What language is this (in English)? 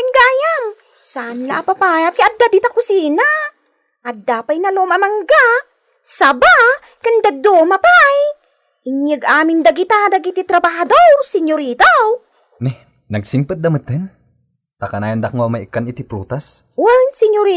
Iloko